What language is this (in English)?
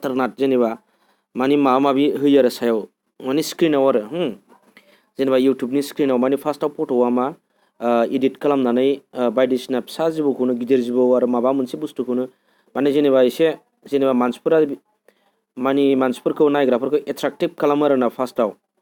Bodo